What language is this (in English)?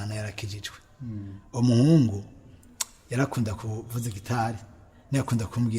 Rundi